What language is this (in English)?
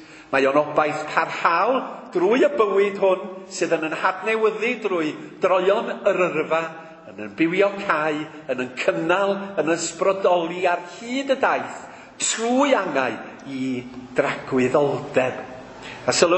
Welsh